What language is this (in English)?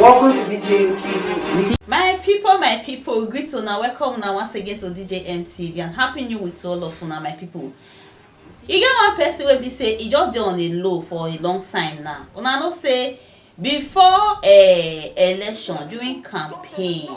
Nigerian Pidgin